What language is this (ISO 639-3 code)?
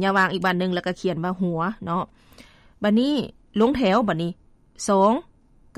lao